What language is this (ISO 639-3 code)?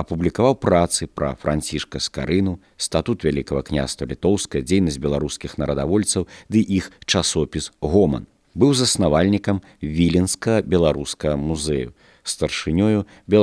bel